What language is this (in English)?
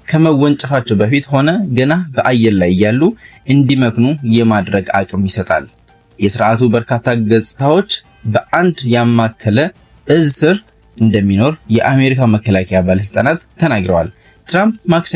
Amharic